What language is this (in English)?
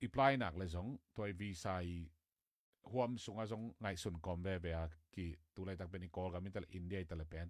Tedim Chin